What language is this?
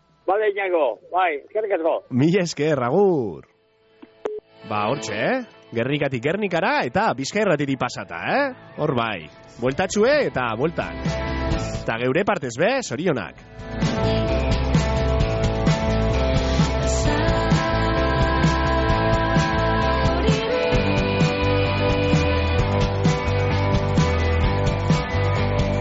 Basque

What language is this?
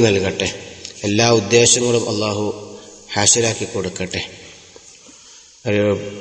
Malayalam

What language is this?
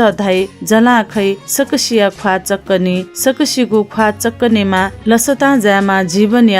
Newari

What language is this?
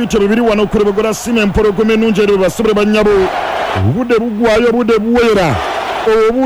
Ganda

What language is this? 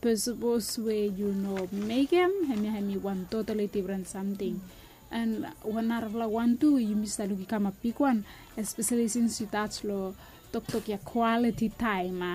Bislama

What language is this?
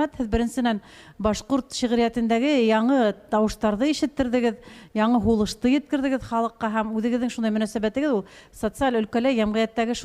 Bashkir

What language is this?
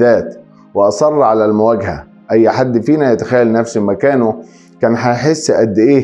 Egyptian Arabic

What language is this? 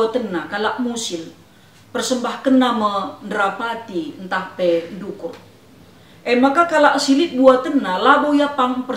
Batak Karo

